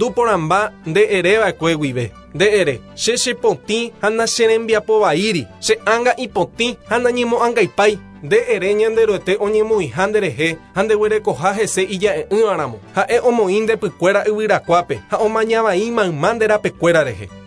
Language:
Guarani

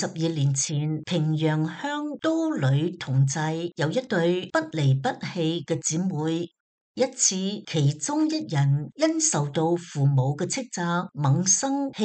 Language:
Cantonese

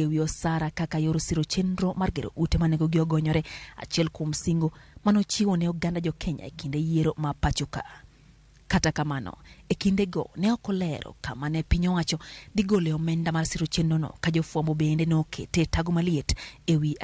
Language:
Luo (Kenya and Tanzania)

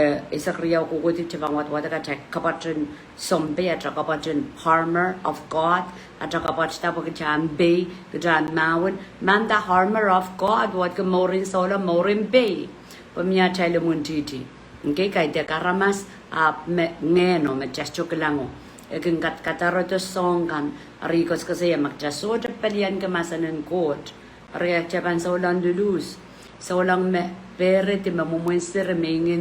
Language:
Pohnpeian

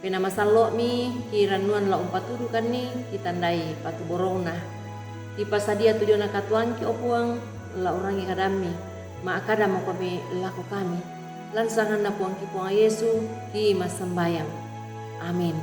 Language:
Toraja-Sa'dan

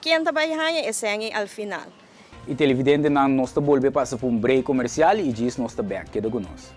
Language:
Papiamento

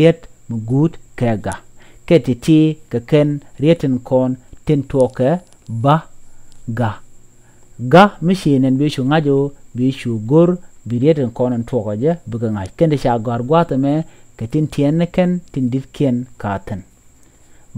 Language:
Nuer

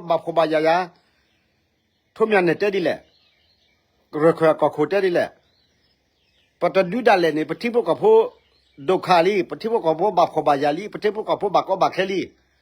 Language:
S'gaw Karen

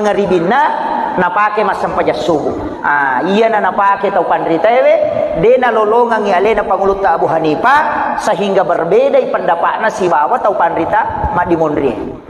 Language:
Buginese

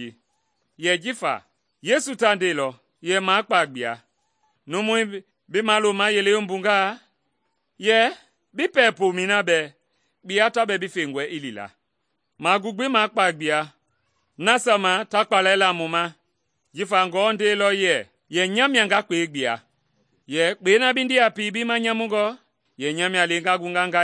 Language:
Mende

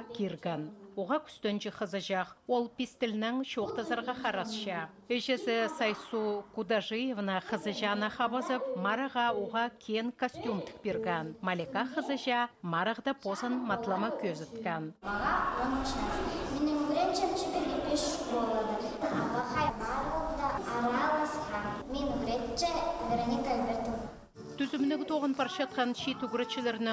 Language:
Khakas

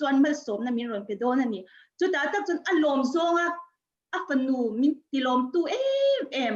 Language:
Mizo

